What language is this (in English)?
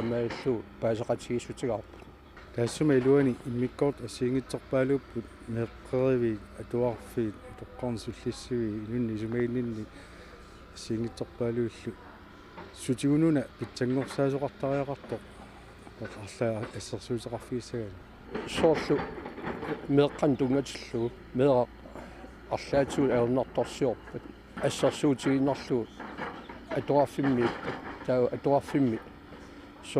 Kalaallisut